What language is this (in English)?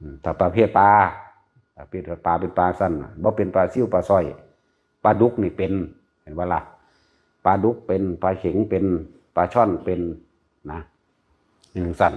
Northeastern Thai